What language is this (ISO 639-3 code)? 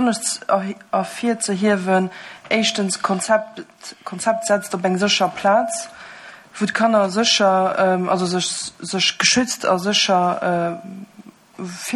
ltz